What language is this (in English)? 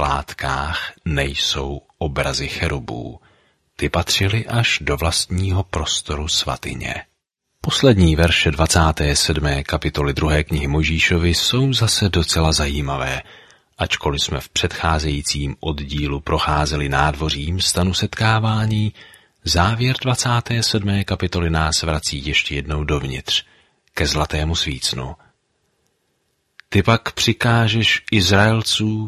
Czech